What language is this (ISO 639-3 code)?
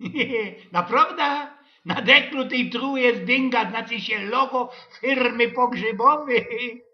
szl